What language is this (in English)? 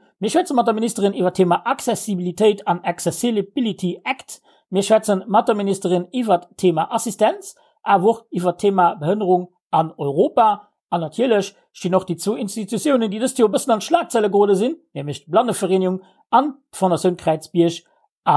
Luxembourgish